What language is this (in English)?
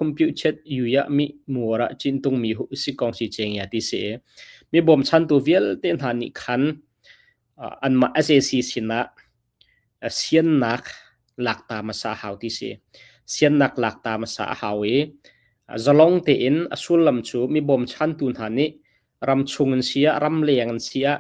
Hakha Chin